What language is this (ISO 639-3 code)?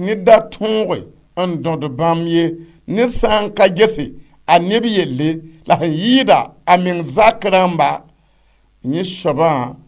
mos